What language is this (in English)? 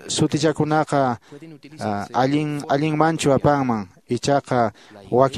Quechua